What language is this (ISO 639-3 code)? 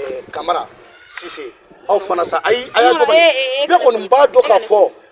bam